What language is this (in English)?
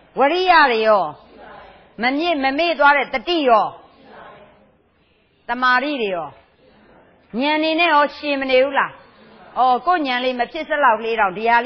Burmese